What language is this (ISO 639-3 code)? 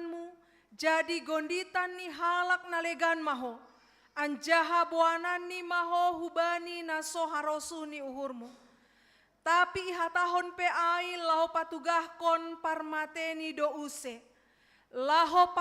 bts